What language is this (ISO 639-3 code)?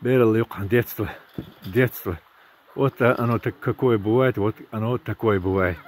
che